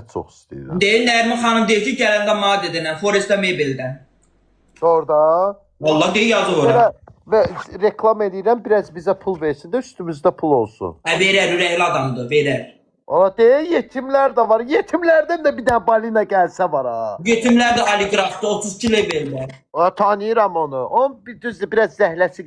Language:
Azerbaijani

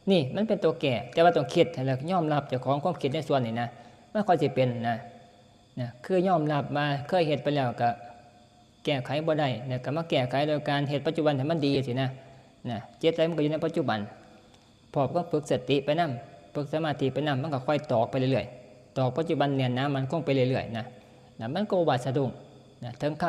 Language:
Northeastern Thai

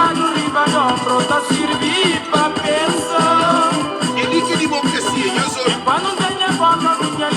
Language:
Kabuverdianu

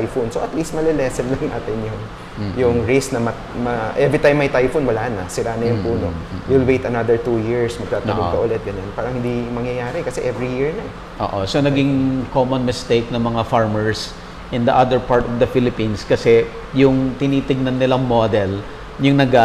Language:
Filipino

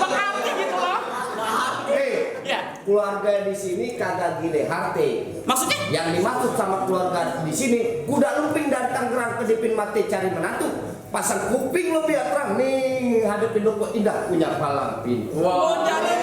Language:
Betawi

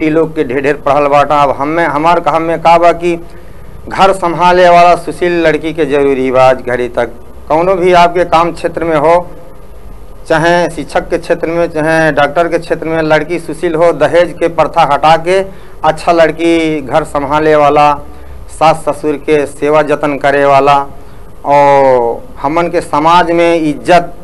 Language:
Bhojpuri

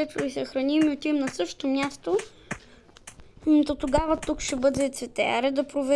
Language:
Bulgarian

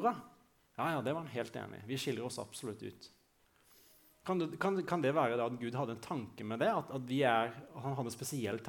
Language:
Norwegian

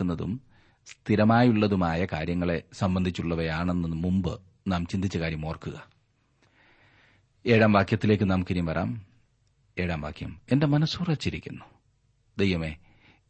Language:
Malayalam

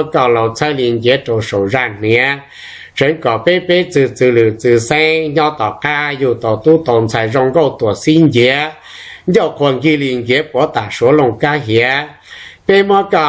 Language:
Hmong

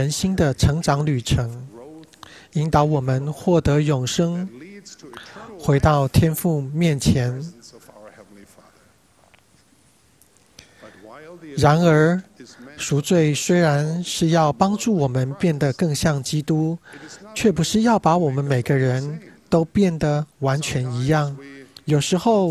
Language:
Chinese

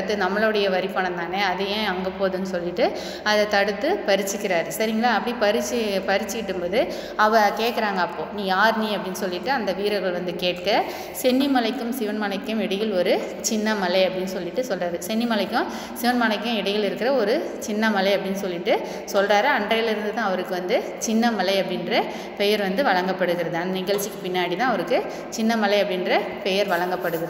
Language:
Tamil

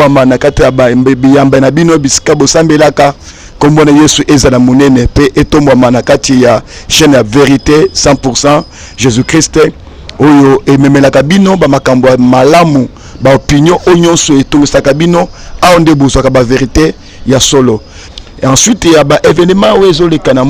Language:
Lingala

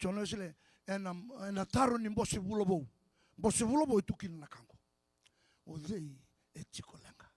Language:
Fijian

